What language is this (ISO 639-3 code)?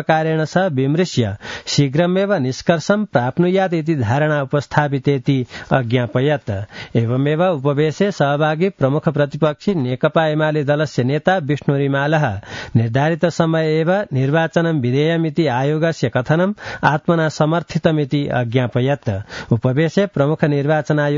san